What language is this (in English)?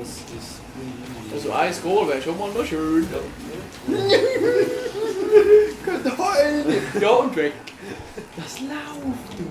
Swiss German